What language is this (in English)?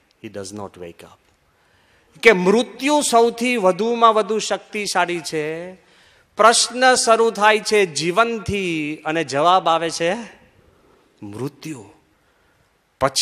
Gujarati